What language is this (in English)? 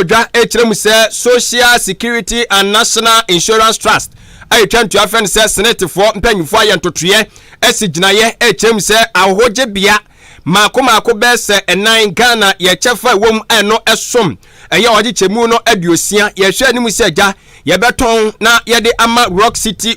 Akan